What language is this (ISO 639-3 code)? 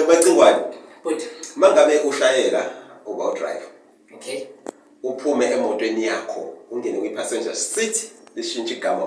zul